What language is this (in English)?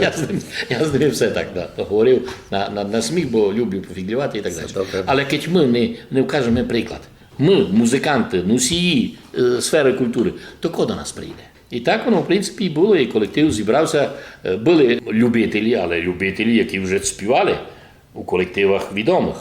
Rusyn